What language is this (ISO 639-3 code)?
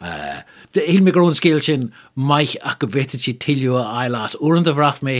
gle